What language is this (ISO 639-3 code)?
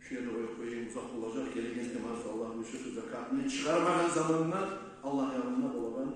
kum